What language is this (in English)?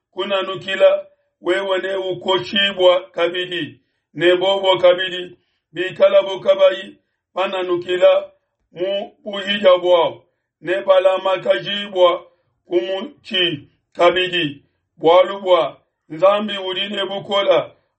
Luba-Lulua